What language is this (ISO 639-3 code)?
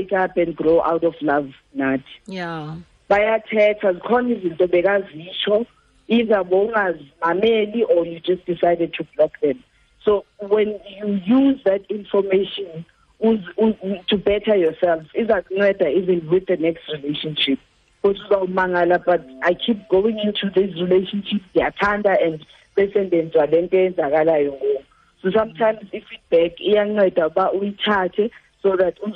xho